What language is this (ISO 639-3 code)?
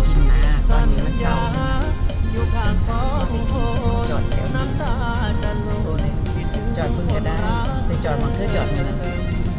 lao